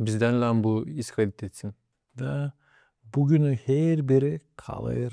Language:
Gagauz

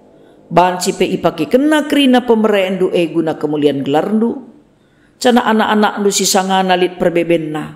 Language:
Batak Karo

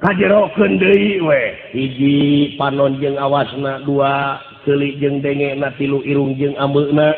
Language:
Sundanese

